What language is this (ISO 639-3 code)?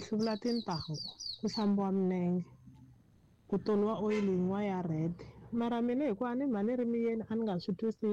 tso